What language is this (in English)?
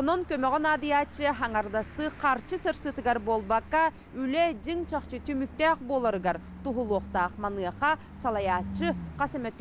Yakut